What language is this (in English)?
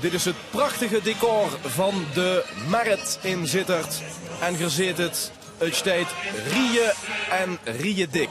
Limburgish